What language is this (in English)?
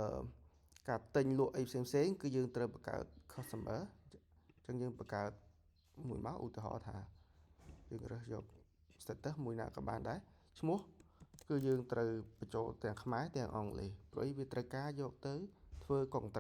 Khmer